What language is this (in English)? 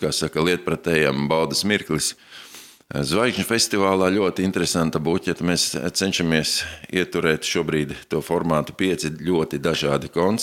Latvian